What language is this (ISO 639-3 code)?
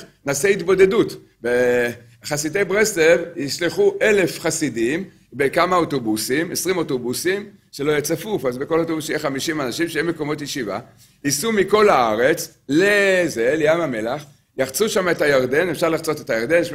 heb